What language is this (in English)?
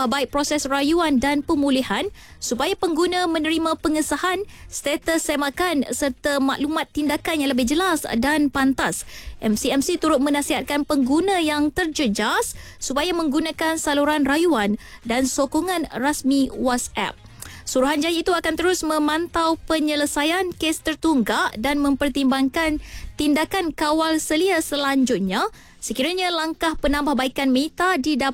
Malay